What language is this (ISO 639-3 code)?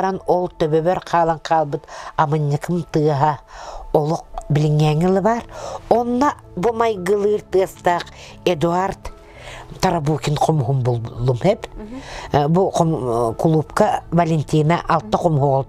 sah